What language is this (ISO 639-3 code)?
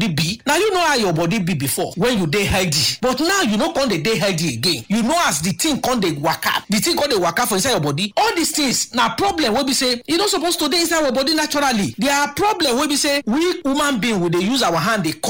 pcm